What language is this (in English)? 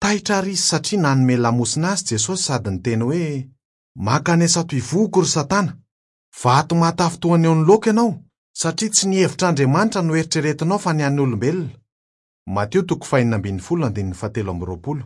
Malagasy